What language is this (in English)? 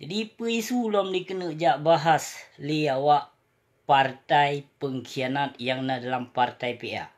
Achinese